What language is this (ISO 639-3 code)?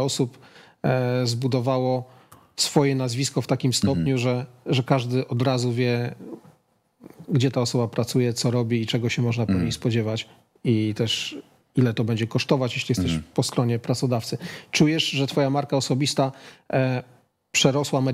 pol